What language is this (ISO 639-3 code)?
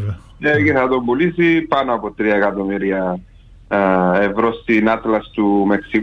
ell